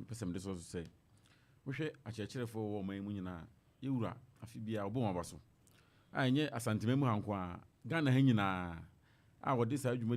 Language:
Akan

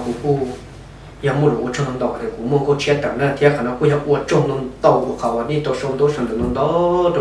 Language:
Hmong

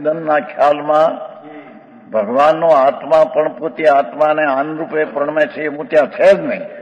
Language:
Gujarati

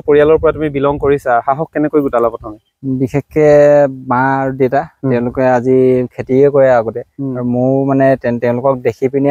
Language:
Assamese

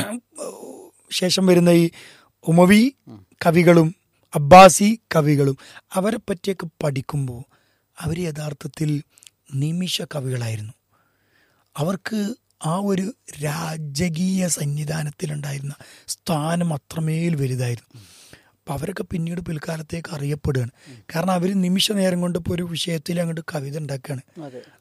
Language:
Malayalam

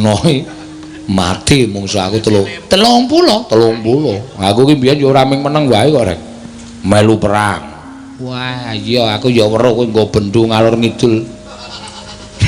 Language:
Javanese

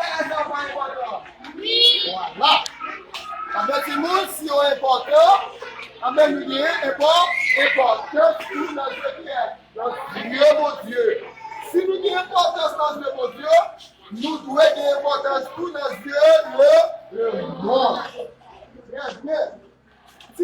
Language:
Haitian Creole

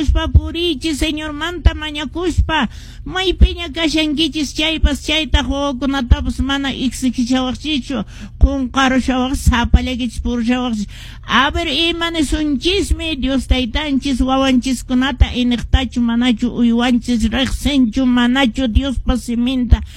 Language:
Quechua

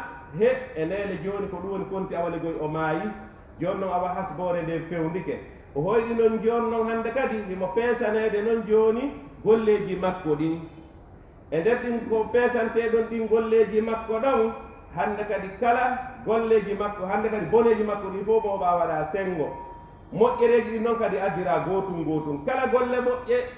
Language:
Fula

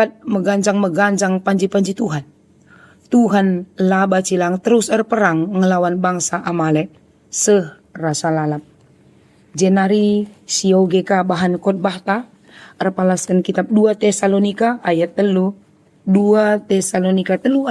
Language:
Batak Karo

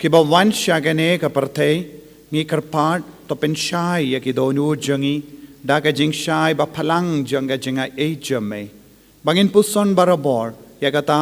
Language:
Khasi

